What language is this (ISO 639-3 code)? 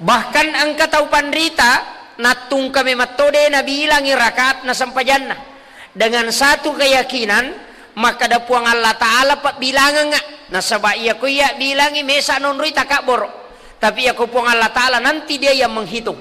bug